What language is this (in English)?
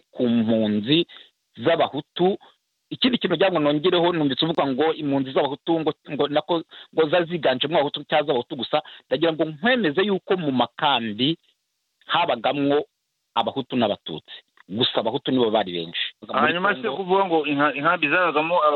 Kinyarwanda